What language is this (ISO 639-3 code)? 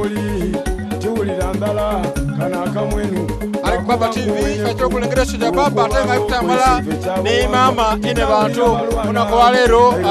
xog